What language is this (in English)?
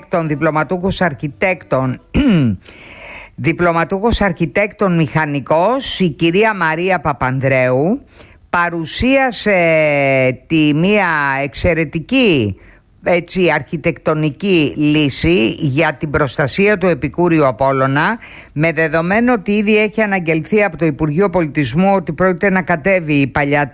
Greek